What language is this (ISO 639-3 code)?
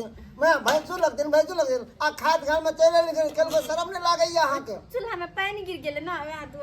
mai